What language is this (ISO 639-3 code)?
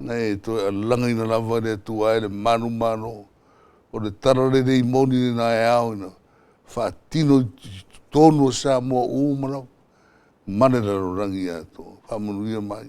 smo